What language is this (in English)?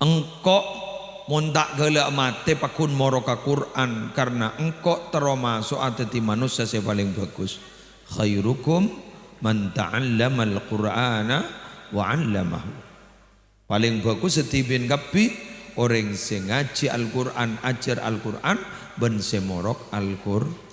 Madurese